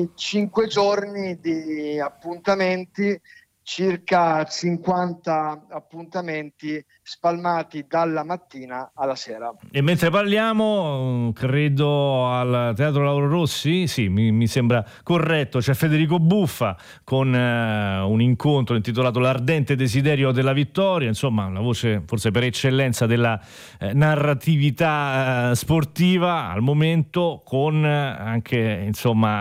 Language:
Italian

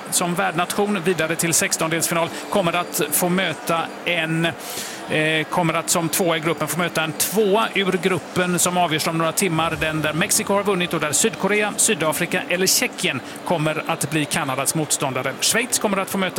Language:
Swedish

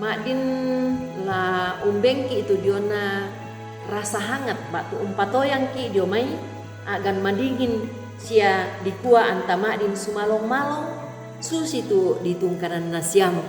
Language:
Toraja-Sa'dan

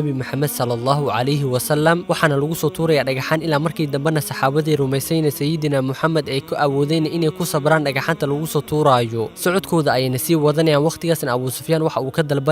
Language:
Somali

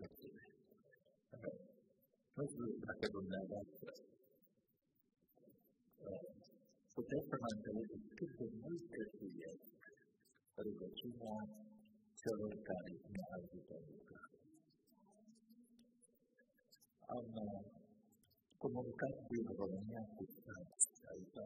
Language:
Romanian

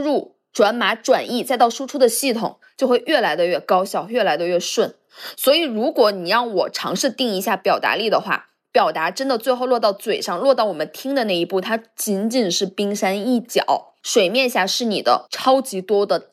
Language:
Chinese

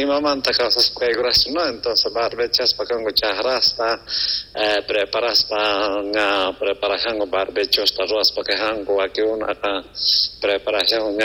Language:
Ayacucho Quechua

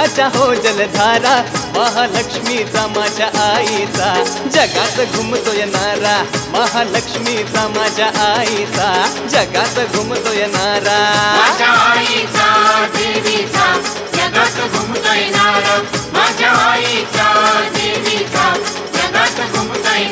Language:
Marathi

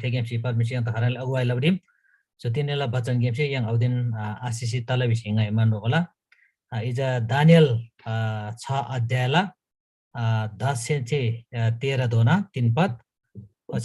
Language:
Eastern Tamang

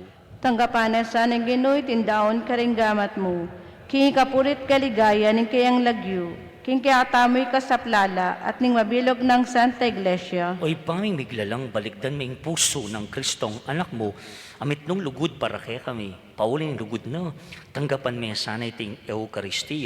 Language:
Pampanga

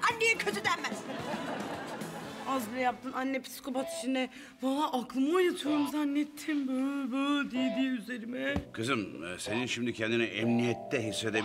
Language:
Turkish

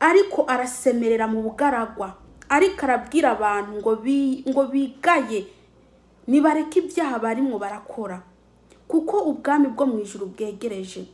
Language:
Rundi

